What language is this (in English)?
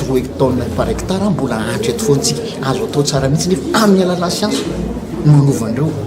Malagasy